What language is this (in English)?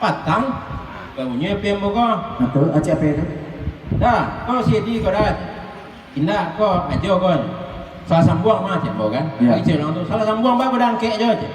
Minangkabau